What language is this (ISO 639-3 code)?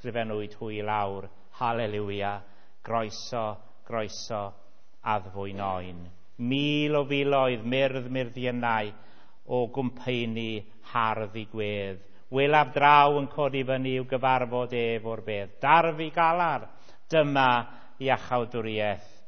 cym